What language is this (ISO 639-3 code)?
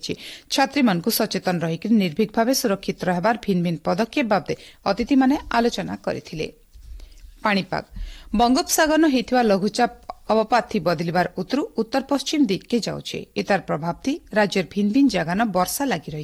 ori